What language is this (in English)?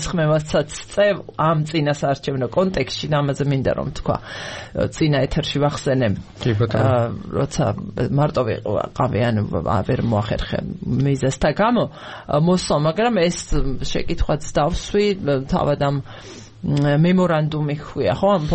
Georgian